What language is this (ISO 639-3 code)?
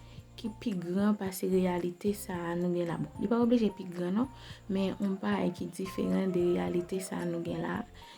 hat